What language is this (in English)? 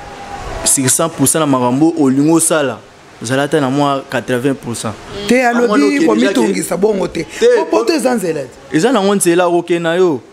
Lingala